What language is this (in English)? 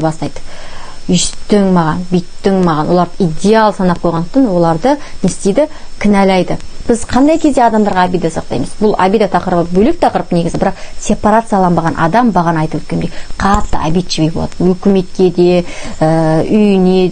Kazakh